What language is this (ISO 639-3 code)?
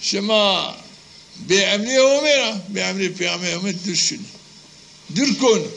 zza